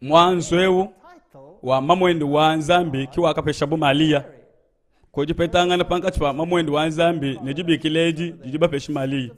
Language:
Luba-Lulua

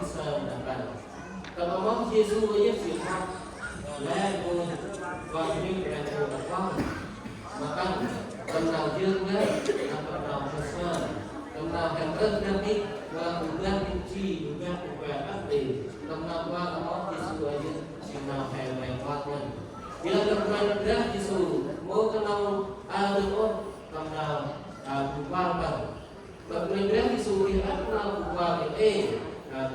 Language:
Central Mnong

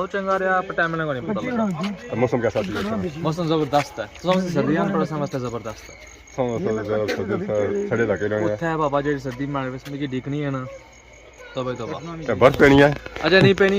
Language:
Pahari-Potwari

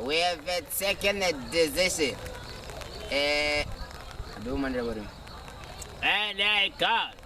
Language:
Venda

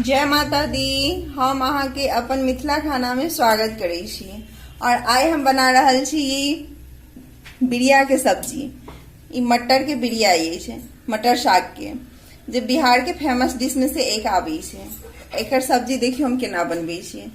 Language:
Maithili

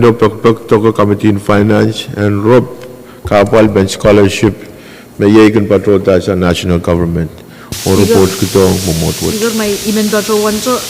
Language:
Pohnpeian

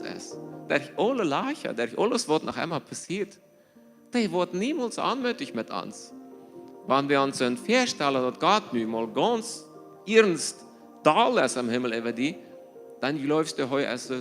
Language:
Plautdietsch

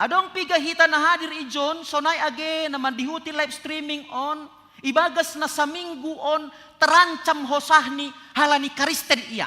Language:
Batak Simalungun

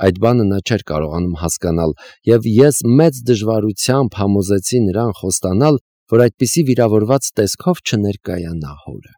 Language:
Armenian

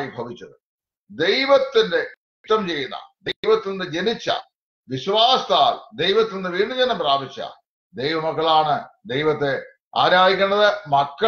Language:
Malayalam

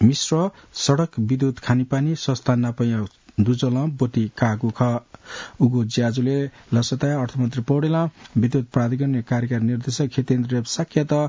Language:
Newari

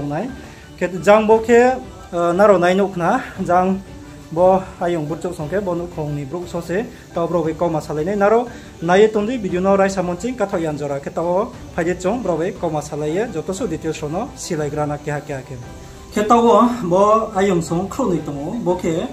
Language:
Riang (India)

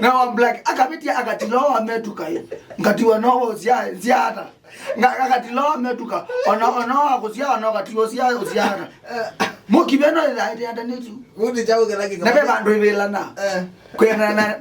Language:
Kamba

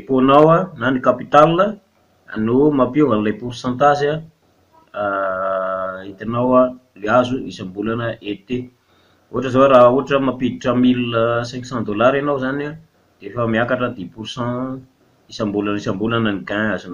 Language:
Malagasy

